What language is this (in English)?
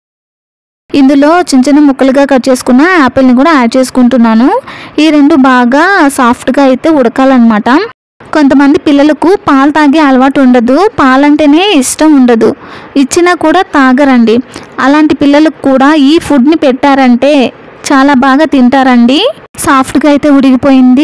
Telugu